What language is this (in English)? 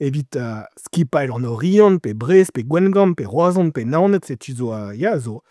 Breton